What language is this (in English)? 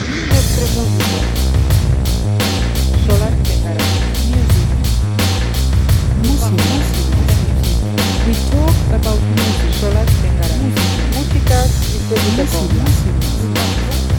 Basque